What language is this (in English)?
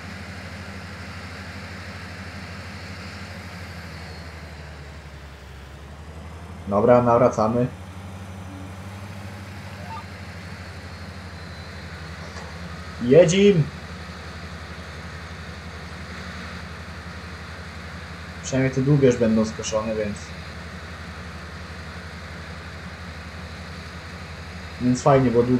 Polish